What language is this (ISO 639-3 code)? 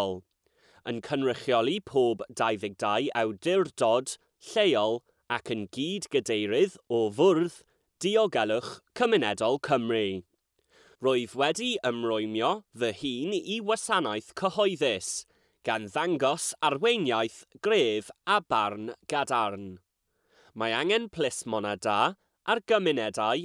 cym